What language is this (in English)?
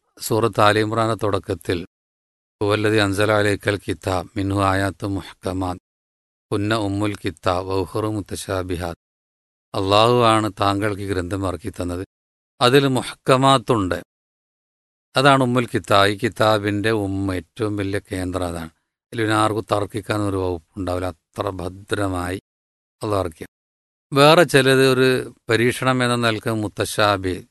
Malayalam